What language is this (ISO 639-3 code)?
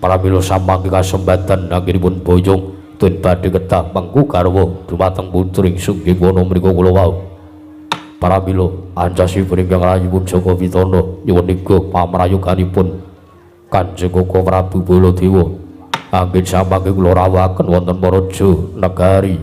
jav